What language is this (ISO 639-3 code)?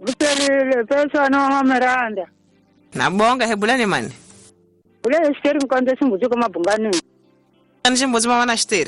tso